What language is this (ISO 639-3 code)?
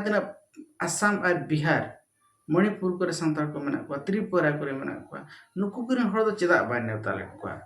sat